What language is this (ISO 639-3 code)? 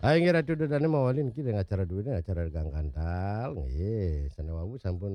ban